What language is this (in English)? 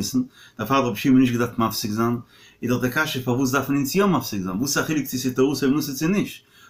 Yiddish